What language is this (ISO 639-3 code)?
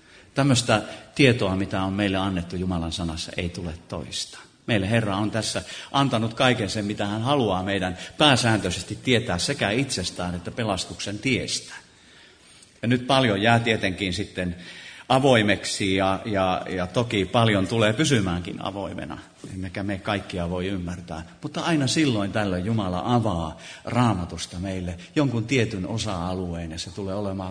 fin